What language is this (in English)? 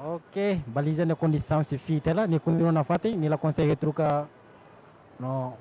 Tetum